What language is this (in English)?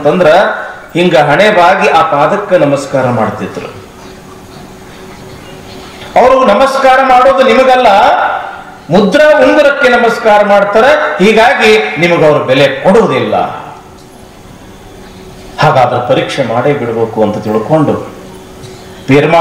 Kannada